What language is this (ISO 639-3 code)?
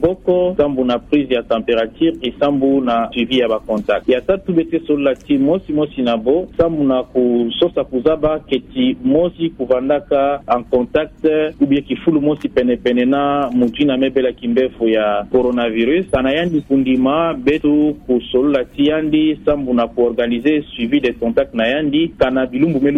ktu